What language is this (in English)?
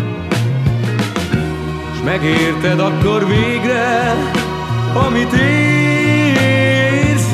Hungarian